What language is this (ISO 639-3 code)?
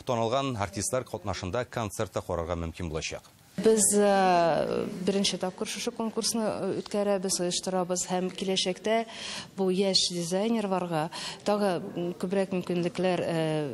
tat